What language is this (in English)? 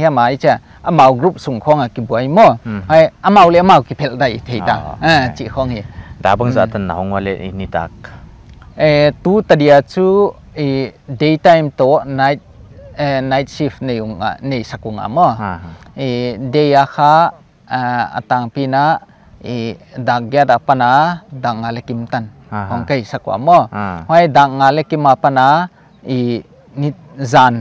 Paite Chin